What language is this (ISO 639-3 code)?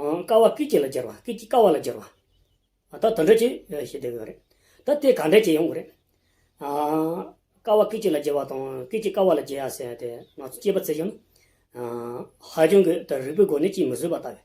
bod